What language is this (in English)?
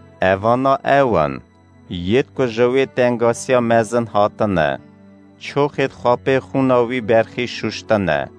Kurdish